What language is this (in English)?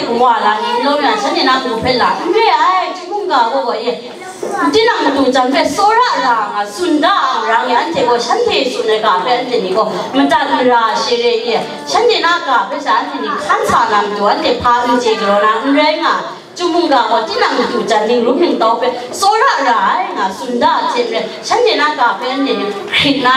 Kachin